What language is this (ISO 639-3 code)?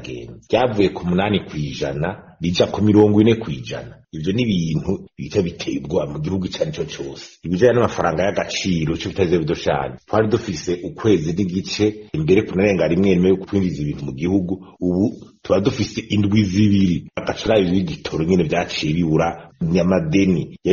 run